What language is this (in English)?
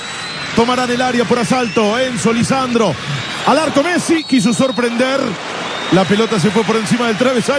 Spanish